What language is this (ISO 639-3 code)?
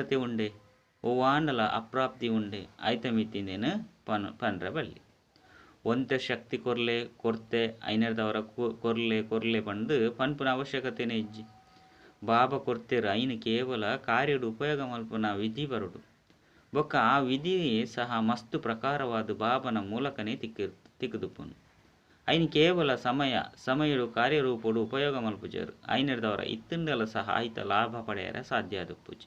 tcy